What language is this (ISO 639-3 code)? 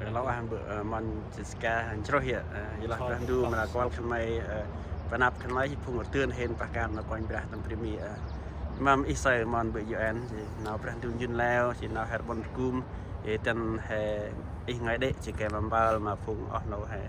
cmo